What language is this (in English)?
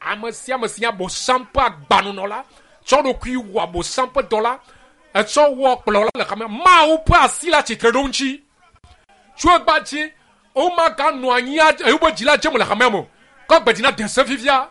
Ewe